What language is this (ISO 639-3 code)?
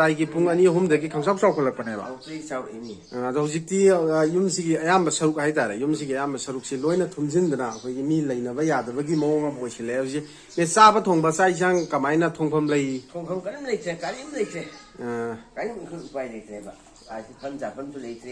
mni